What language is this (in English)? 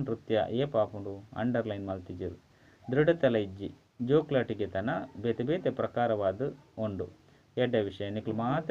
Tulu